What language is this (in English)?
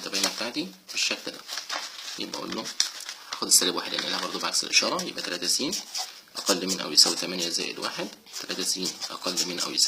Egyptian Arabic